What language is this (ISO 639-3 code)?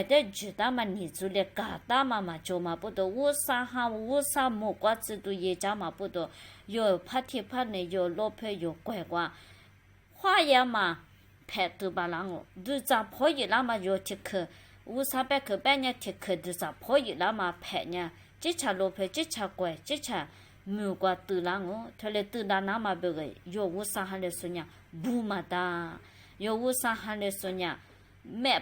lis